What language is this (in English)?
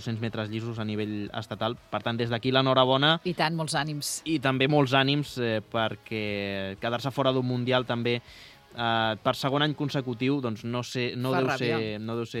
Catalan